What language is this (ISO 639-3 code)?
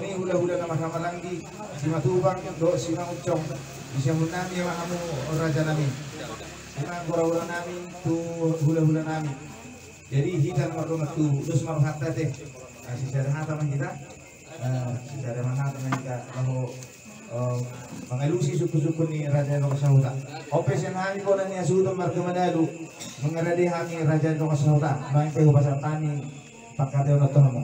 bbc